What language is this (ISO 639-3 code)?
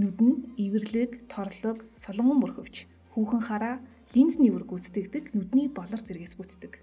mon